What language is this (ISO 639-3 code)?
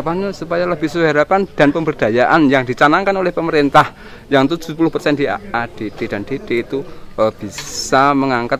ind